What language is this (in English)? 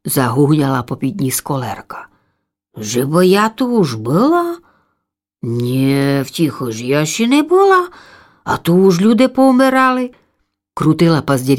Rusyn